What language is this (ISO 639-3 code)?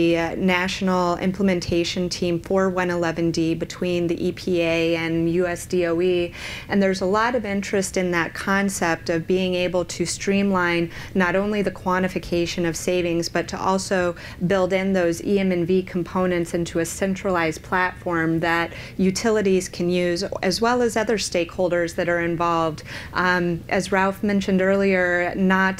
eng